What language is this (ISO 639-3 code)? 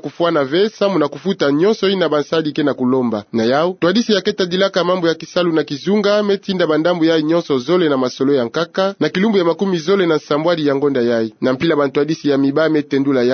ktu